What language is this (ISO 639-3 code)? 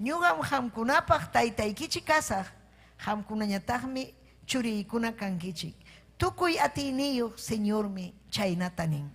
quy